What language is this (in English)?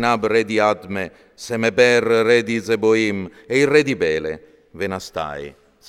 Friulian